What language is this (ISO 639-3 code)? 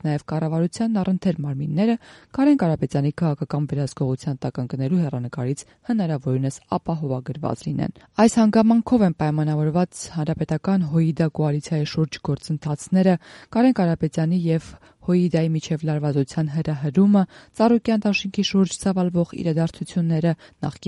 hye